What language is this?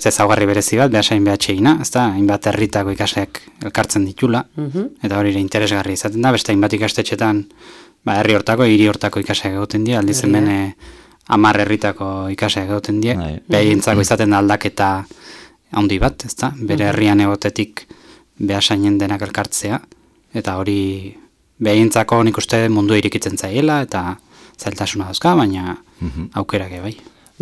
Basque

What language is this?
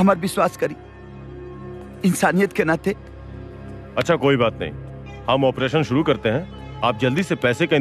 Bhojpuri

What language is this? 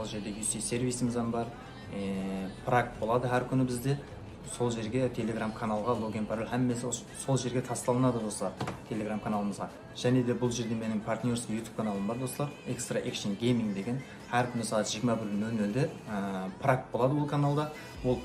Kara-Kalpak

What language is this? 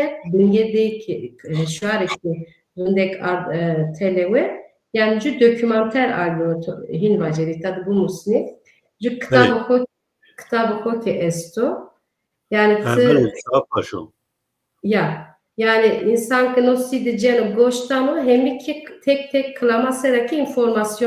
Kurdish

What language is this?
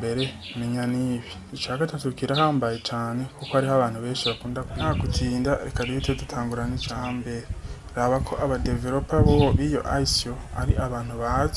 Rundi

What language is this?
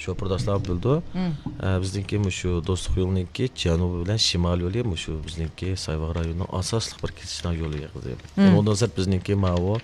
Uyghur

